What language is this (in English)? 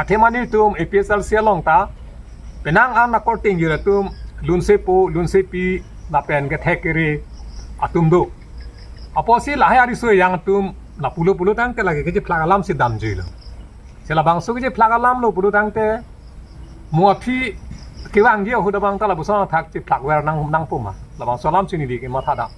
Karbi